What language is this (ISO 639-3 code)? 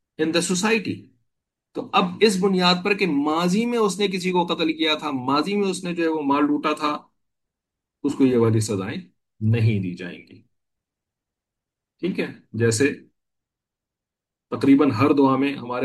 urd